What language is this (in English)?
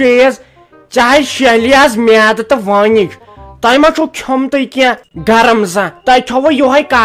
Kashmiri